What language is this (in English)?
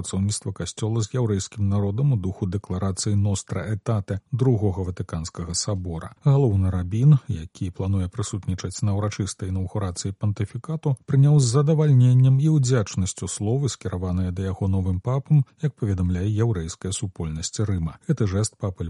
Belarusian